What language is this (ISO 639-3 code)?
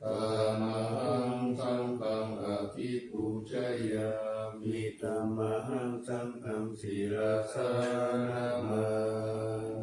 pli